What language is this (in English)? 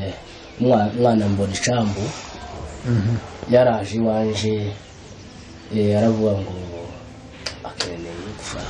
Kinyarwanda